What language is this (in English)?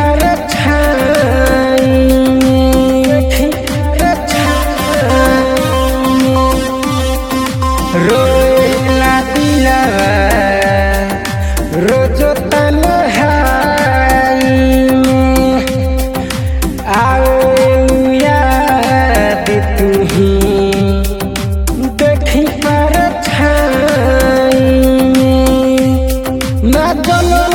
Bhojpuri